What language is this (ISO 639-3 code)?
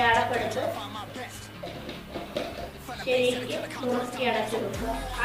mal